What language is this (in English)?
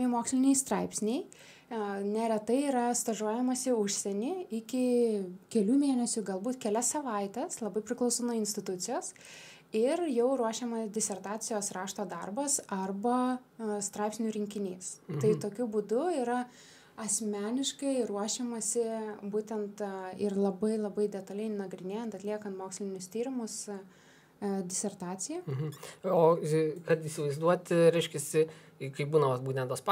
Lithuanian